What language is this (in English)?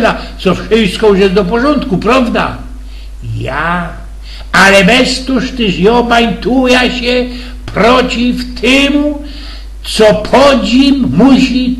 Silesian